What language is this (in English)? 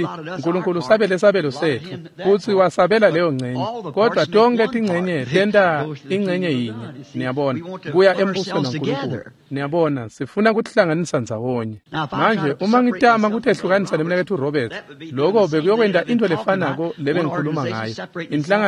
Swati